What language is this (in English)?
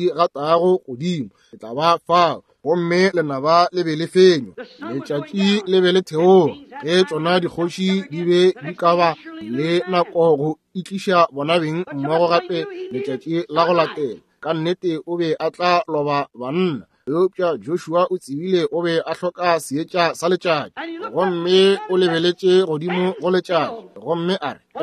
Northern Sotho